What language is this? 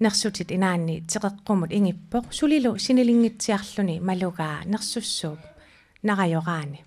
Kalaallisut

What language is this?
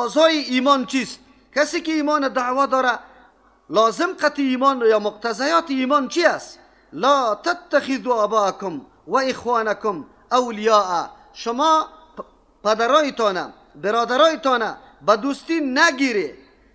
Persian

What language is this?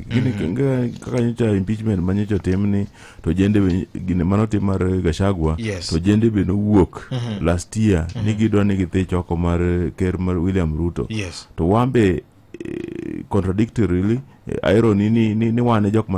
Luo (Kenya and Tanzania)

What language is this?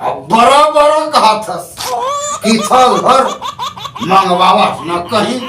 Chhattisgarhi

